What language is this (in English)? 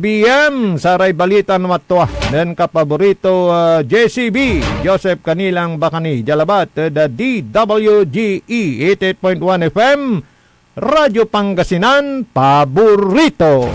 Pangasinan